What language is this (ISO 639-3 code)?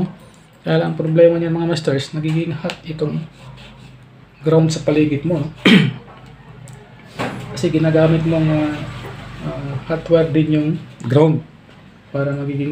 fil